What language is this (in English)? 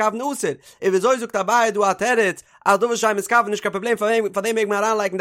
Yiddish